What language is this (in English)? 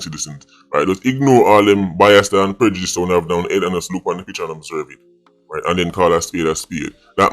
Jamaican Creole English